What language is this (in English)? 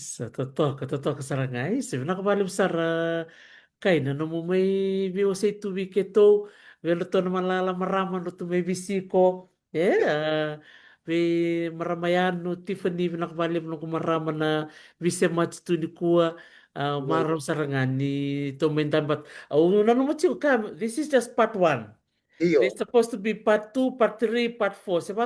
Fijian